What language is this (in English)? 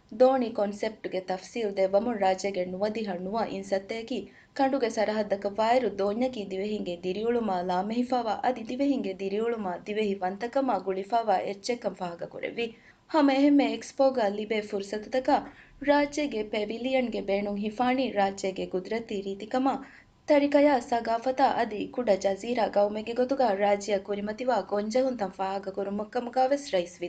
Divehi